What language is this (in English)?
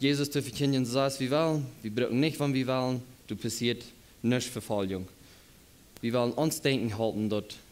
Plautdietsch